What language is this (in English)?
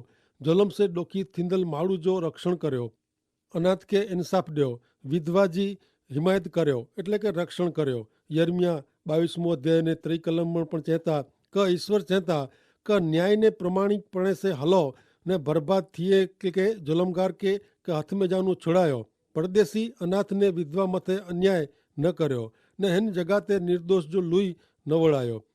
Kachhi